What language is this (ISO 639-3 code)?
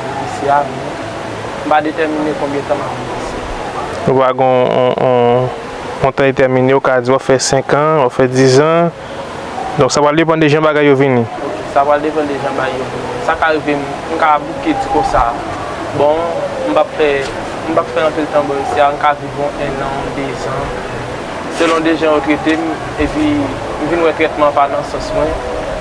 hat